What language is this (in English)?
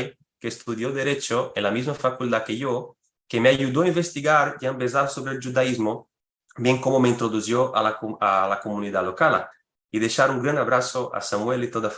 Ladino